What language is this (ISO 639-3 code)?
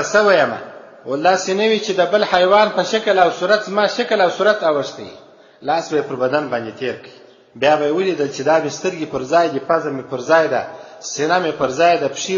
pus